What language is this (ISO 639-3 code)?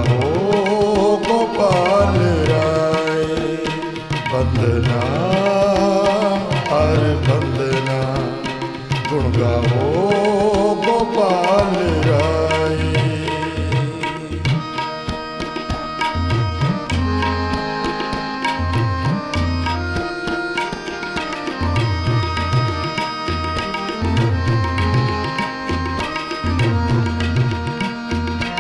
pan